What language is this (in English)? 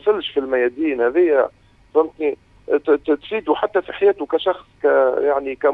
Tunisian Arabic